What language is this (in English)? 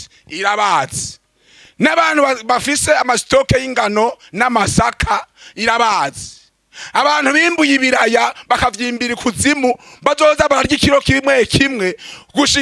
Rundi